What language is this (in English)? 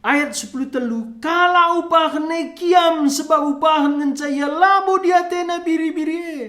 Batak Karo